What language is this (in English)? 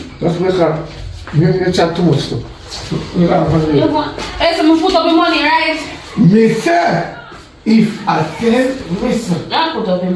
Jamaican Creole English